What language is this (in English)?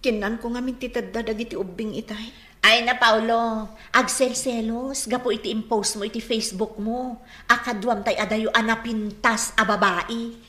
Iloko